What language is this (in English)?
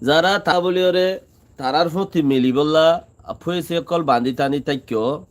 Rohingya